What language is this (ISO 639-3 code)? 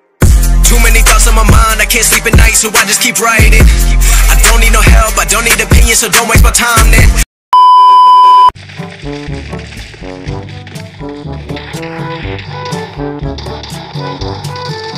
hin